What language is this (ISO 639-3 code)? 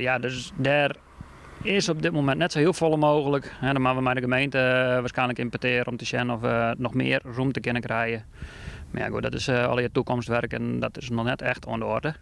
fry